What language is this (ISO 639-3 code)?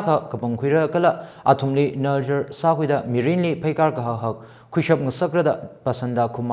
nmf